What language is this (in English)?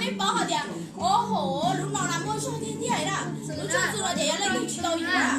Hmong